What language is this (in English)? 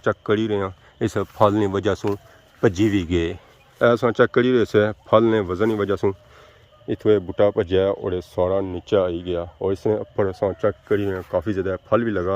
Pahari-Potwari